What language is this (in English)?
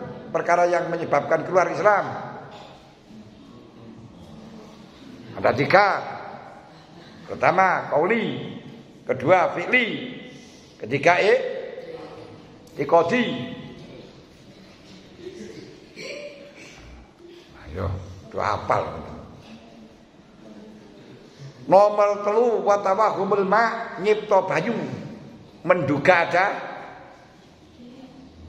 Indonesian